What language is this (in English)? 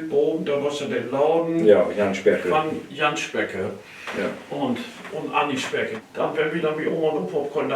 Low German